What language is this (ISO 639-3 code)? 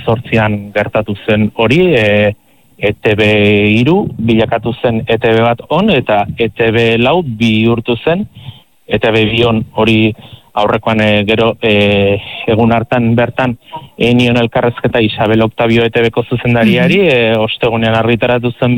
eus